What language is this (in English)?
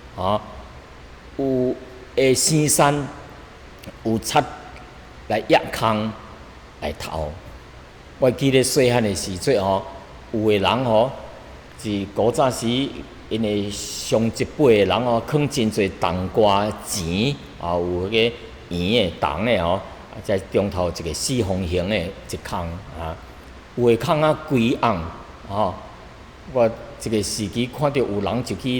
Min Nan Chinese